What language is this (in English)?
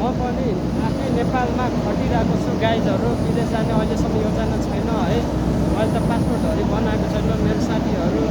Nepali